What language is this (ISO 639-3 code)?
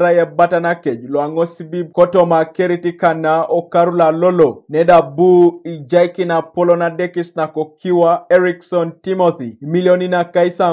teo